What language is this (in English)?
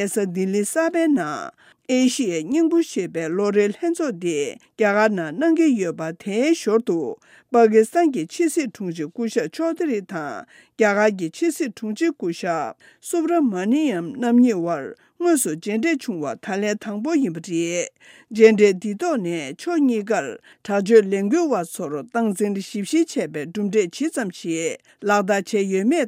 Tibetan